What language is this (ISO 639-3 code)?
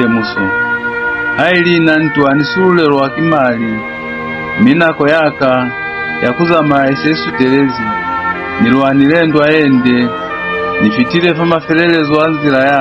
loz